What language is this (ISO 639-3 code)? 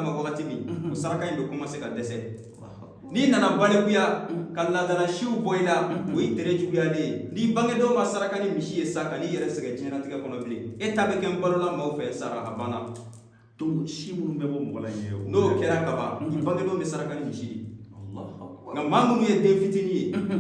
bam